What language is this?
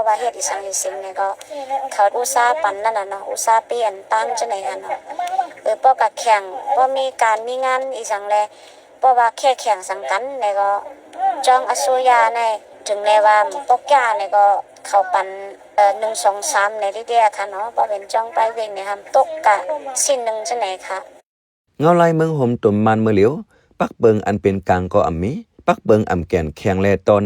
Shan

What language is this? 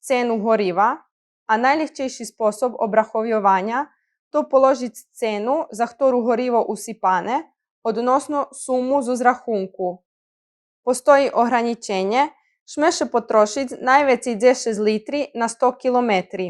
Rusyn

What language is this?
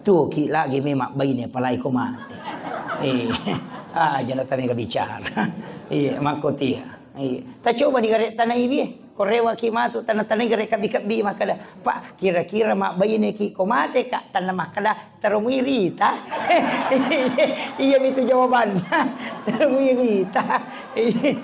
Buginese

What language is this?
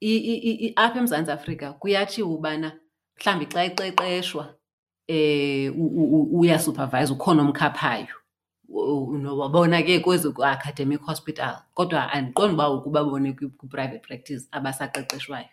Xhosa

